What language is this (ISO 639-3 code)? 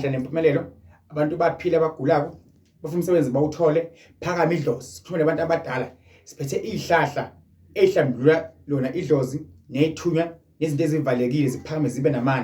zul